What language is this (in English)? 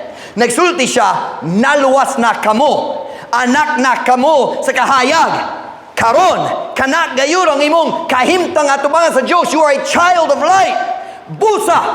Cebuano